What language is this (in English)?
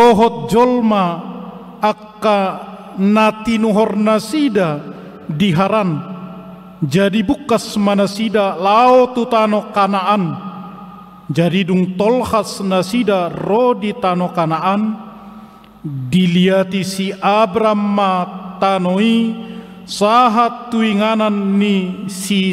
Batak Toba